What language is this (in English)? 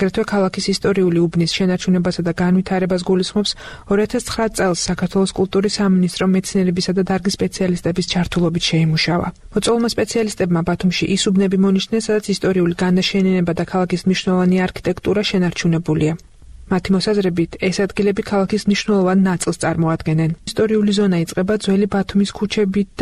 Georgian